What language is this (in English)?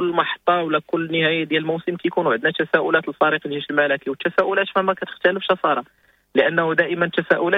Moroccan Arabic